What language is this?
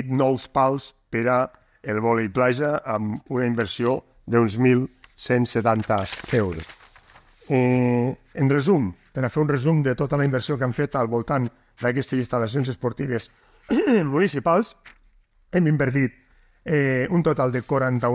Catalan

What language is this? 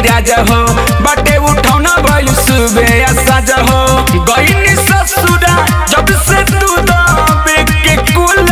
Bhojpuri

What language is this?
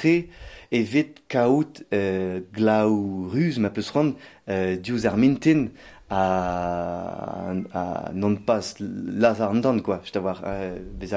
Breton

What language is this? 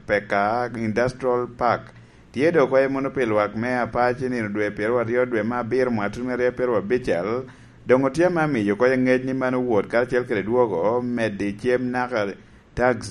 Lango (Uganda)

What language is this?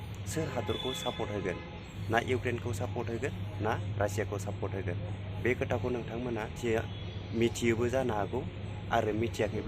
Bodo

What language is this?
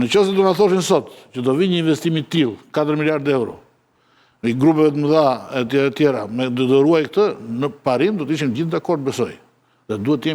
Albanian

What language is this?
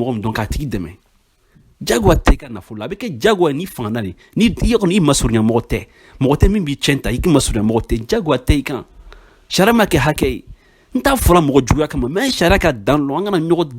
Bambara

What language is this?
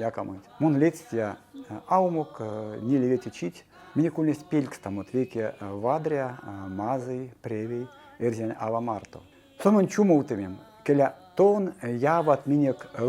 Erzya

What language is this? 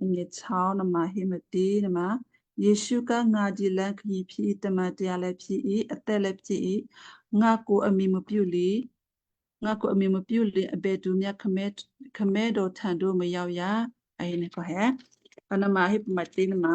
Western Kayah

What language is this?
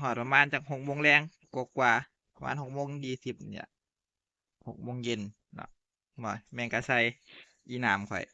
Northeastern Thai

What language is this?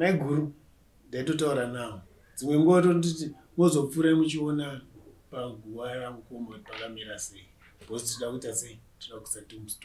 Shona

